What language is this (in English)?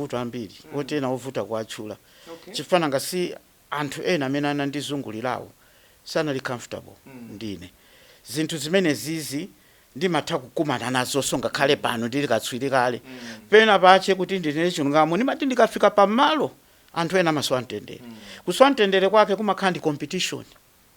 Nyanja